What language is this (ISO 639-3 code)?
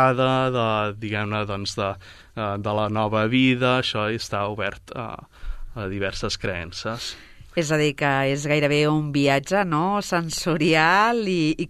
cat